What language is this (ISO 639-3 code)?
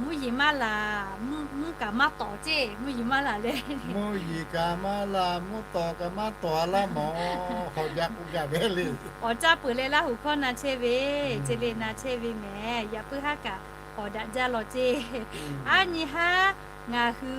lhu